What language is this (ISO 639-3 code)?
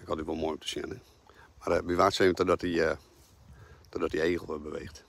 fry